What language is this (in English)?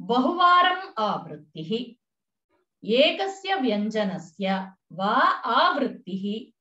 Sanskrit